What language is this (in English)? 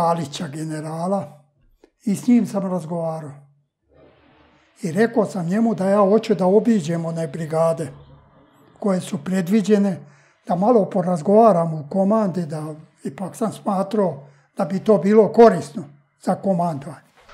Serbian